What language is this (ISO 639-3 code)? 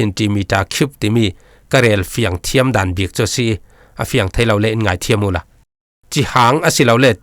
cfm